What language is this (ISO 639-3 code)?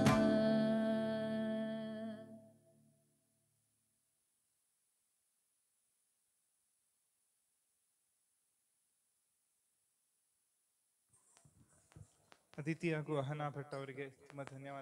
kan